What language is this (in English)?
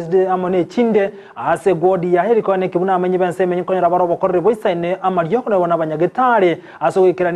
Gusii